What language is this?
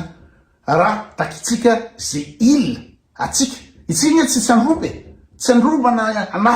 Malagasy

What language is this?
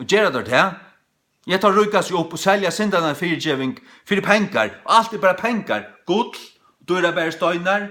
Faroese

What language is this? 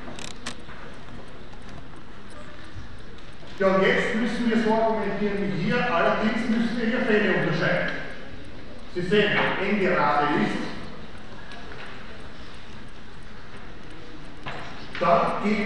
German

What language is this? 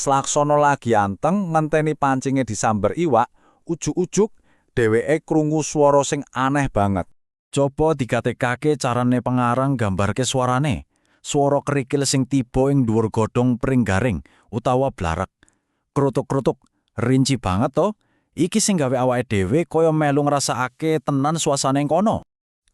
Javanese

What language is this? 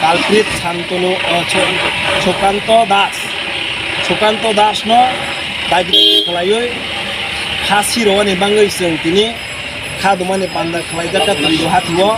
Kok Borok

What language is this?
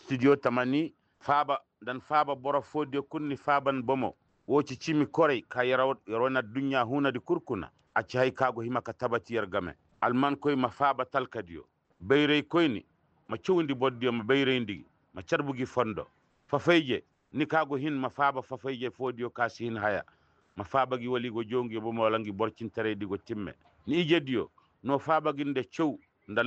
Koyraboro Senni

